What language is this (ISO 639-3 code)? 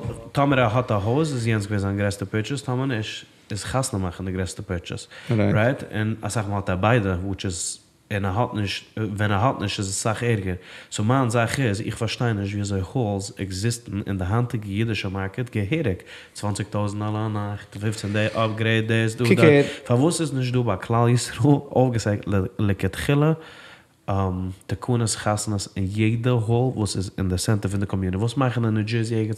yid